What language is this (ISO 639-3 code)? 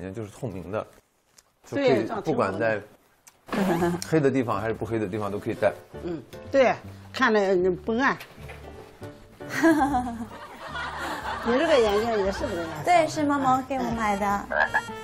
zho